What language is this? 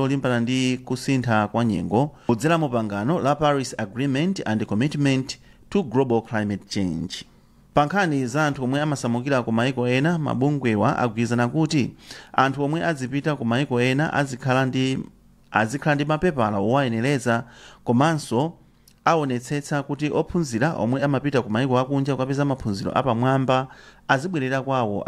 Nyanja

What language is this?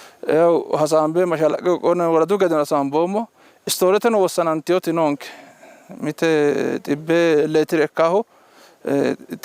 Sidamo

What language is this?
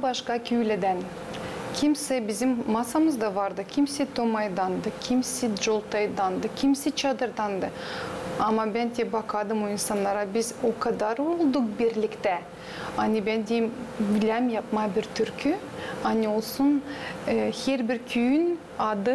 Gagauz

